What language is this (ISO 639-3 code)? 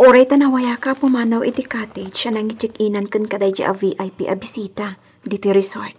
ilo